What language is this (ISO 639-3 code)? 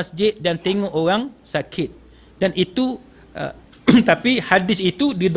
msa